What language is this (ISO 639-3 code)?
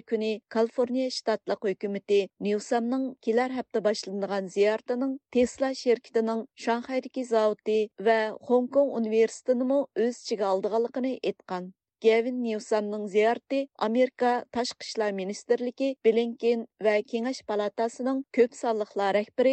uig